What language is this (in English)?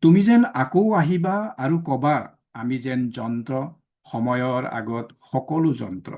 Assamese